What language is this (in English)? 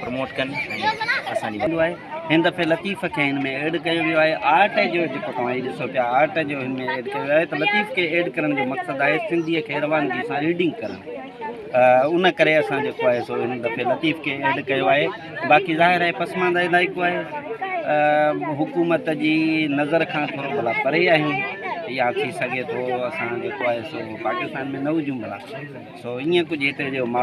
Sindhi